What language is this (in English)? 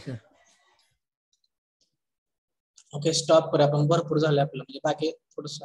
Marathi